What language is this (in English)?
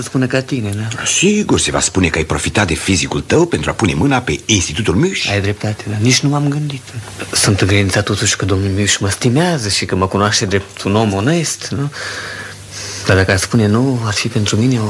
Romanian